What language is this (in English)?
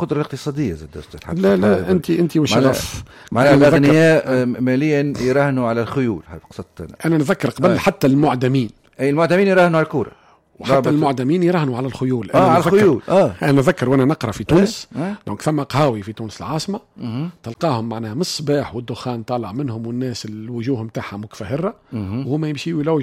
Tunisian Arabic